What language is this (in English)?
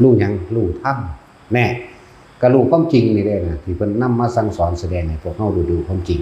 Lao